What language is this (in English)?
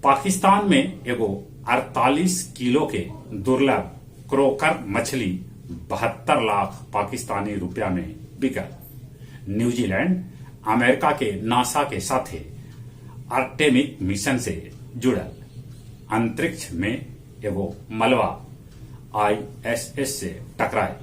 Magahi